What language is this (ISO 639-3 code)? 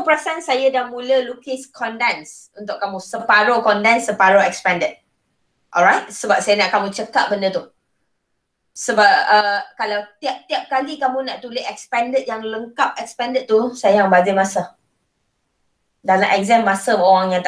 msa